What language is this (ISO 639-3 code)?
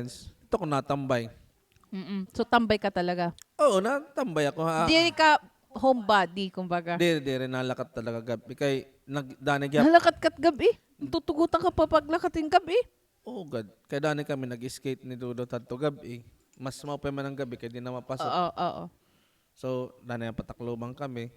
war